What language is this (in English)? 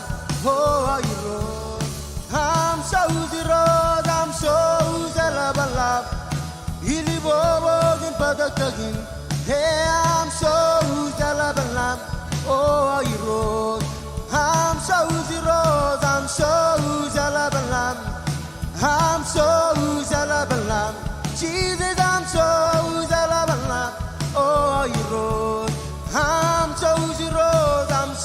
Marshallese